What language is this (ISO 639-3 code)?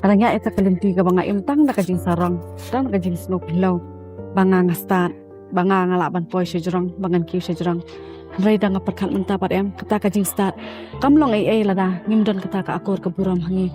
kha